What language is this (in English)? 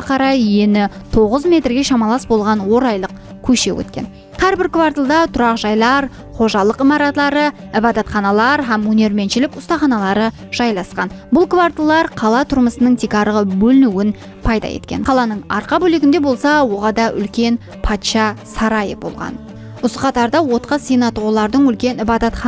Kara-Kalpak